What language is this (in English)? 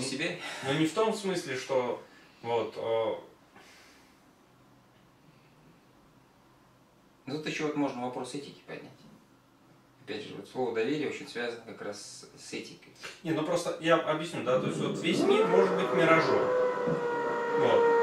Russian